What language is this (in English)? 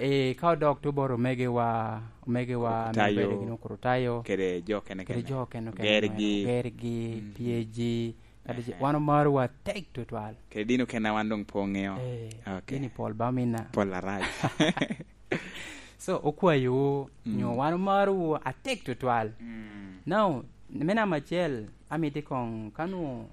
Lango (Uganda)